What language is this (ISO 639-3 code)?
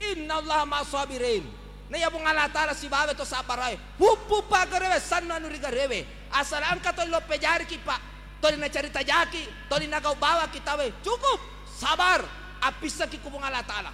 bug